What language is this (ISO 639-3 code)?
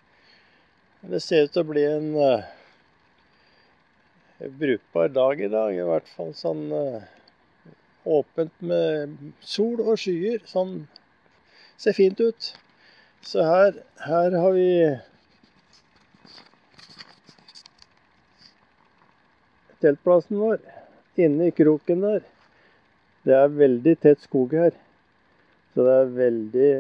nor